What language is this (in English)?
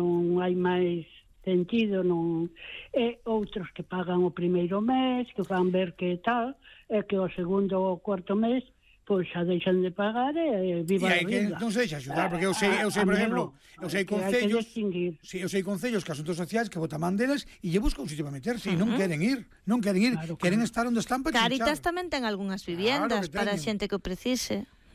Galician